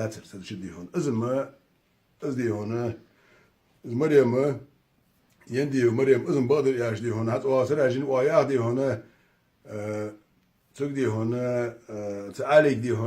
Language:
Ingush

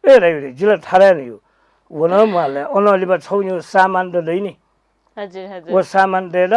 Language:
Newari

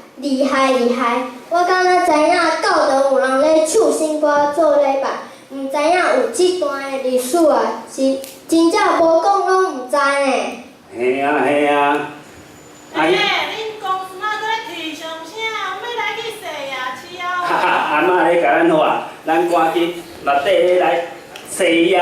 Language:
Min Nan Chinese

